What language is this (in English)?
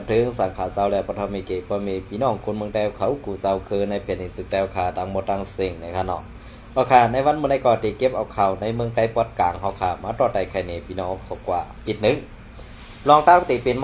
Shan